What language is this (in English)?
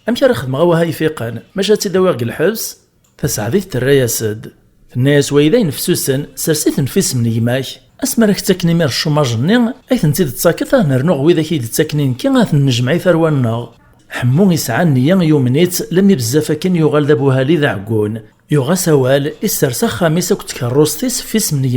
Kabyle